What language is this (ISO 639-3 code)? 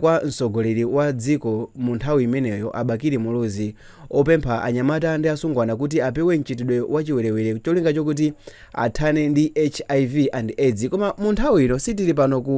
nya